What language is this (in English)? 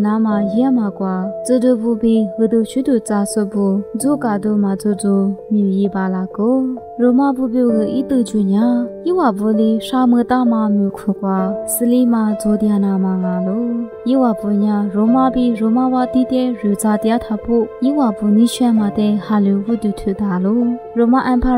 Lisu